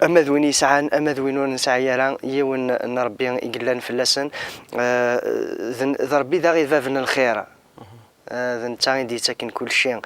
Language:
Kabyle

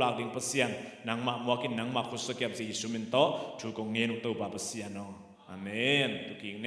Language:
Tedim Chin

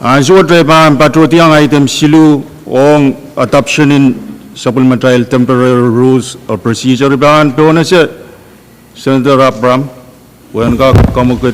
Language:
Pohnpeian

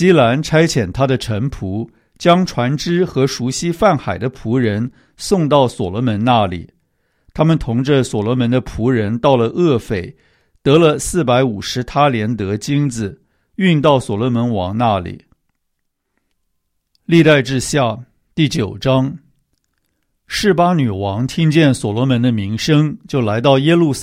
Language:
Chinese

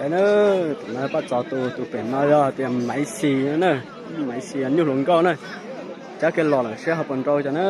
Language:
Hmong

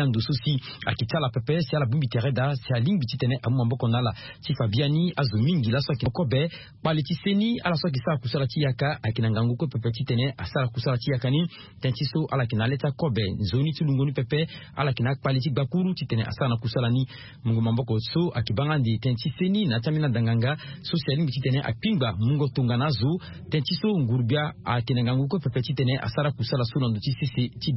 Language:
Sango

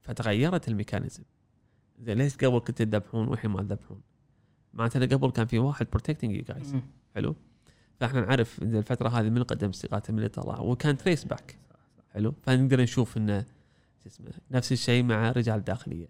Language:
Gulf Arabic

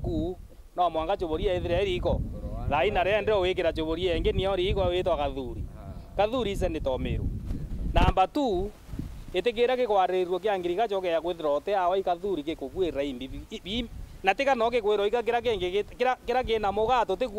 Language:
Meru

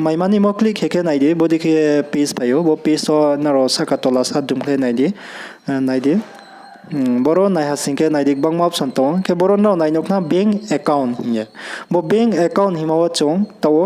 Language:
Riang (India)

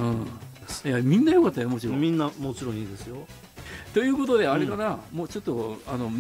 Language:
Japanese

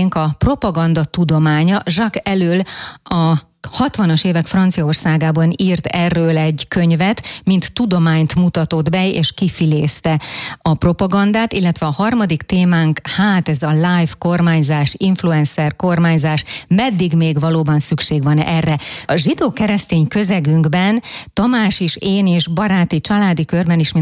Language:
Hungarian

